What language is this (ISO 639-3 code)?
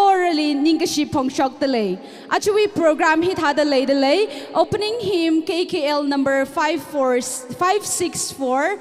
nmf